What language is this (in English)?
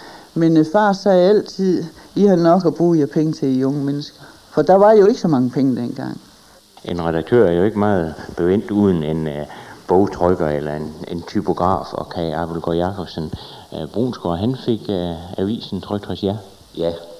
Danish